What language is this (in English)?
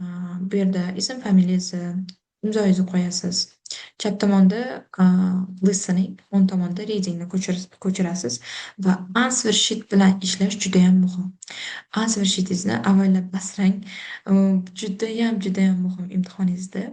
Uzbek